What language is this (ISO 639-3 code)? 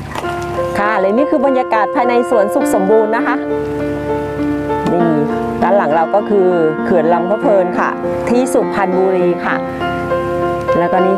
tha